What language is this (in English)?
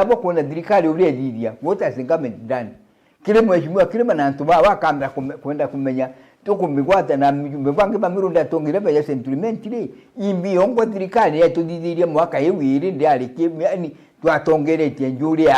Meru